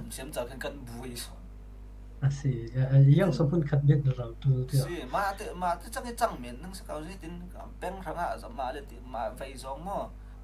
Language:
Falam Chin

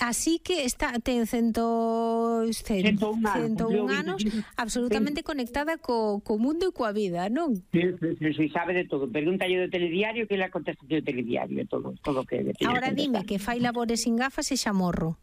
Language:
Galician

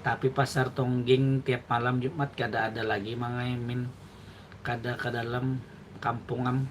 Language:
Banjar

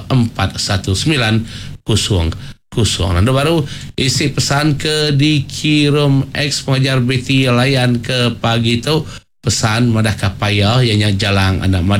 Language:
Iban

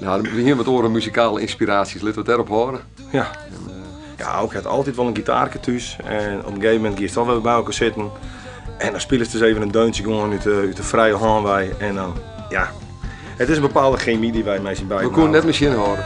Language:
Western Frisian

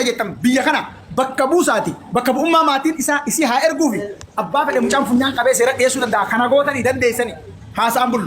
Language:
Oromo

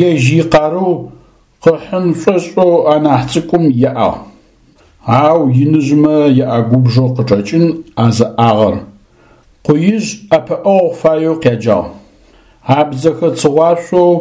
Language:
Adyghe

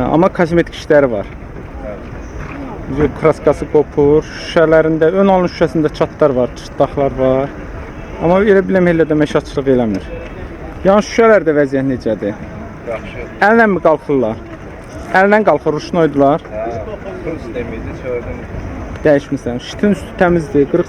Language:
Azerbaijani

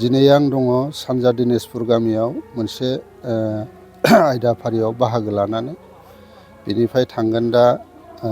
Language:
Bodo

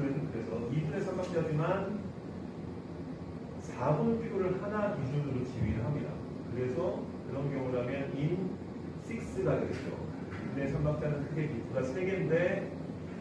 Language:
Korean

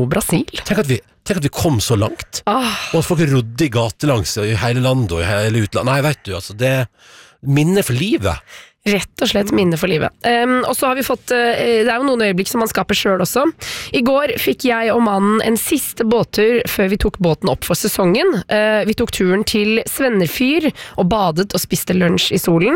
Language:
Norwegian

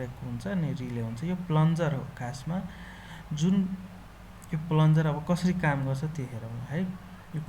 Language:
Nepali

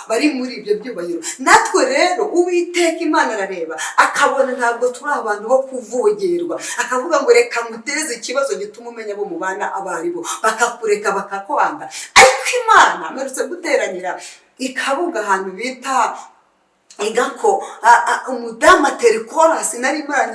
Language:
Kinyarwanda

